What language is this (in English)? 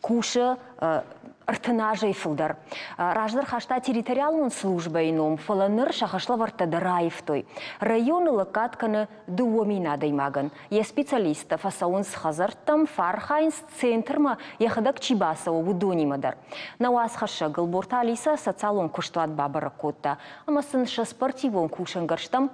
Ossetic